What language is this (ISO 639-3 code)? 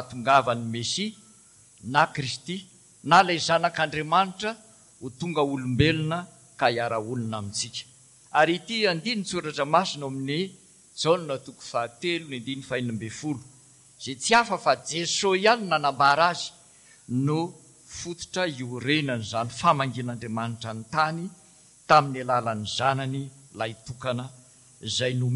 mlg